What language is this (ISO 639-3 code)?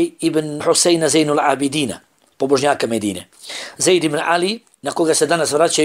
bos